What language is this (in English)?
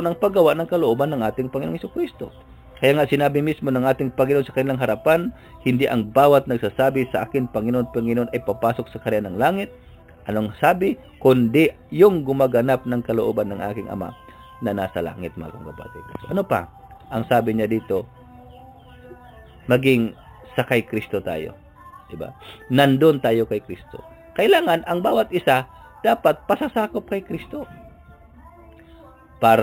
Filipino